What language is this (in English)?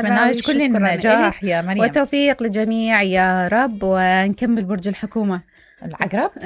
Mesopotamian Arabic